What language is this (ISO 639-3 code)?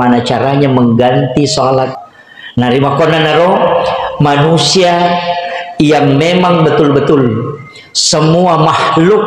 bug